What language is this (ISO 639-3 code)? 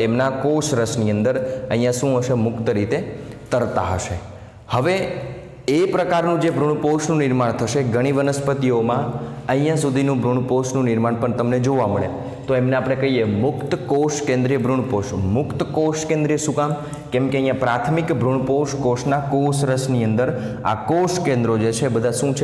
guj